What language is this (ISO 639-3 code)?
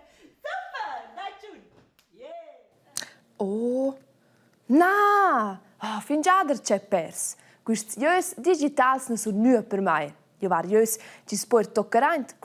roh